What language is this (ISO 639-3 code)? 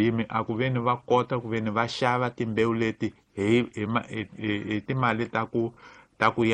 tso